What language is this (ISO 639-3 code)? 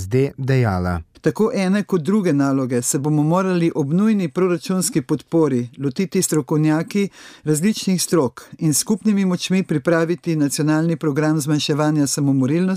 slv